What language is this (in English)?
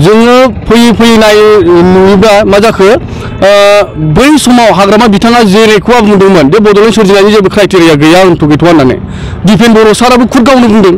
Bodo